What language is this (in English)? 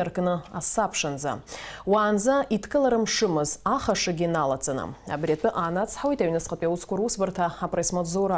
Abkhazian